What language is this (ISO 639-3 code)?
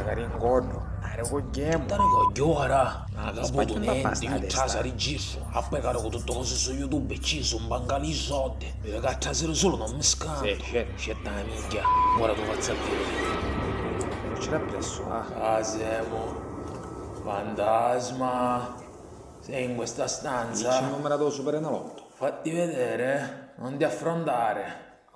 scn